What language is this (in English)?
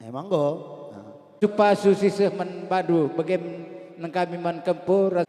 Batak Karo